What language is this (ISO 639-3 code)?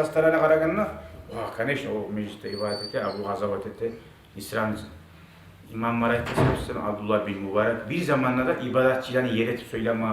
kum